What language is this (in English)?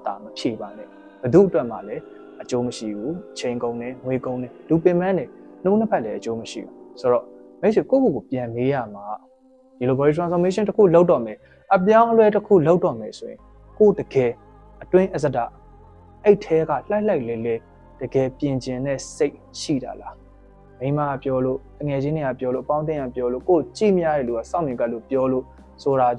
Burmese